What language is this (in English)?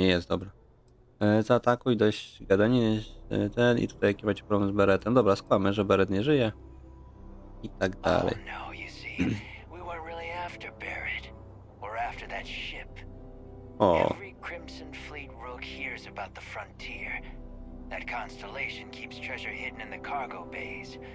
Polish